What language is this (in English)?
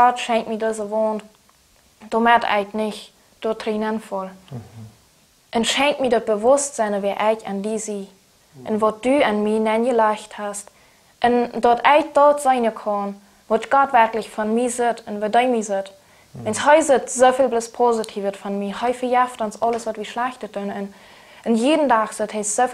Plautdietsch